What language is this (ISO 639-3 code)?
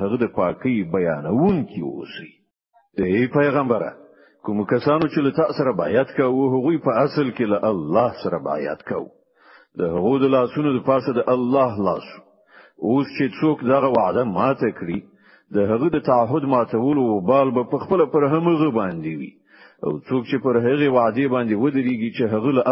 pus